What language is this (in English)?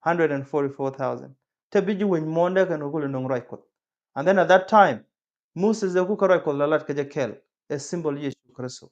Nuer